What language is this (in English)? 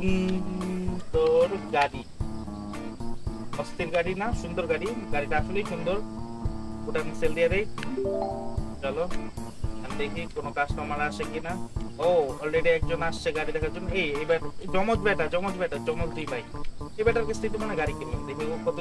Bangla